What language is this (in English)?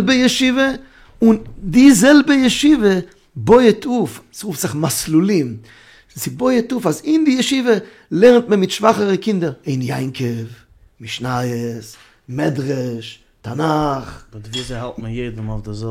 Yiddish